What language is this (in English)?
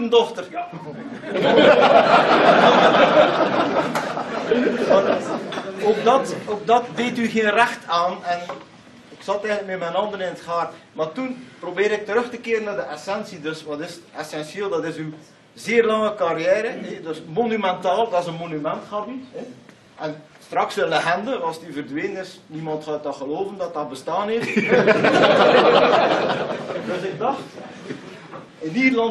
Dutch